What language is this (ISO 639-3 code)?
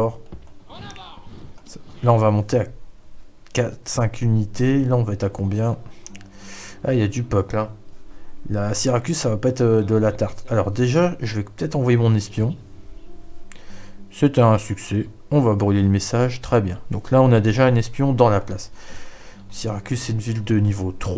fra